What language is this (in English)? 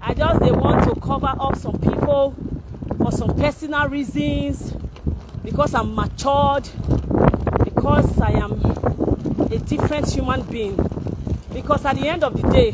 Nigerian Pidgin